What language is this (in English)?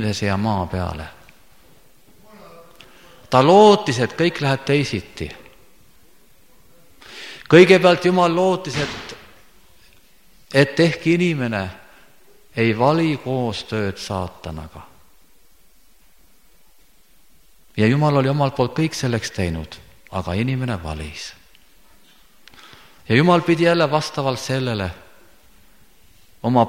Estonian